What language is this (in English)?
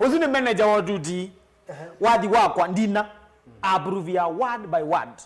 Kamba